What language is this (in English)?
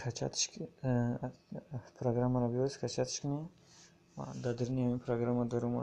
Tajik